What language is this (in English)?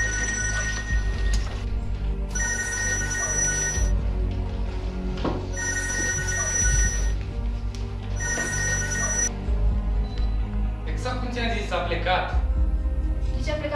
Romanian